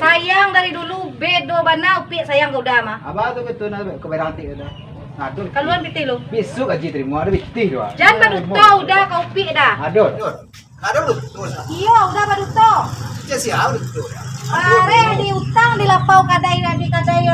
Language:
Minangkabau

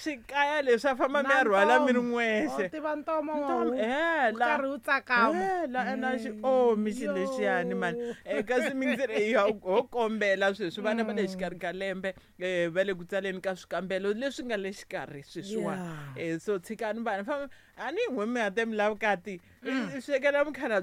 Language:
Tsonga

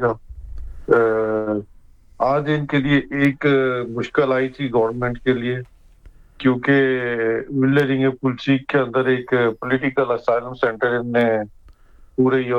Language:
Urdu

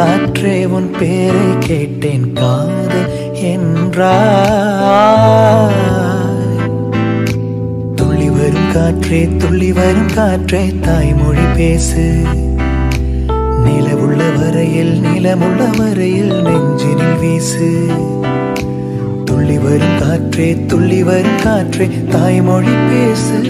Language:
Tamil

